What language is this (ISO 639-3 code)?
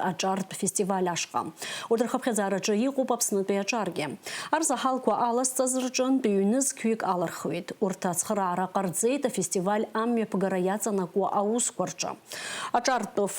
abk